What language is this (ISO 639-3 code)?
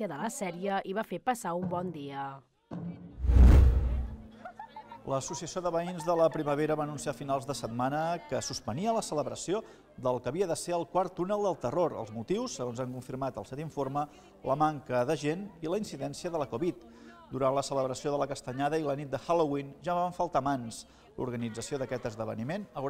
cat